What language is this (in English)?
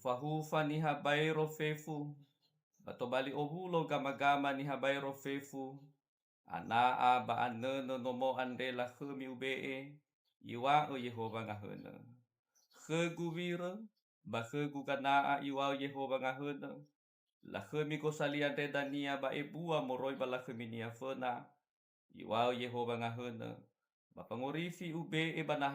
Nias